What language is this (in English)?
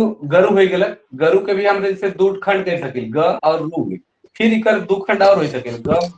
Sadri